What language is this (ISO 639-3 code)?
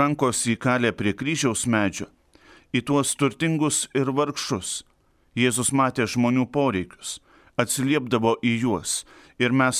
lit